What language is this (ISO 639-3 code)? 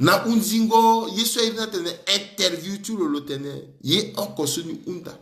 sag